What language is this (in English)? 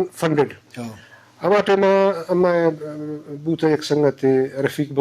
Baluchi